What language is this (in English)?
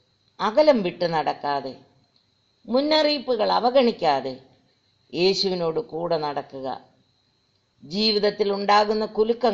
Malayalam